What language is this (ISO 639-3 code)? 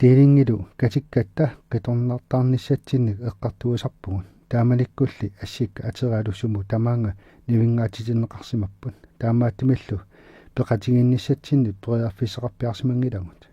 kal